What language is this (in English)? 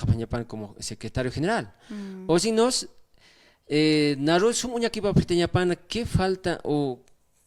Aymara